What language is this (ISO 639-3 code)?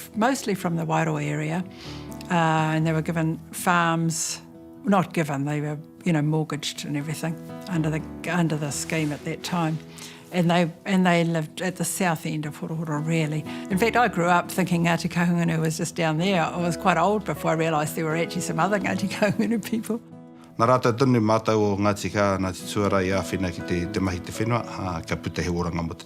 mri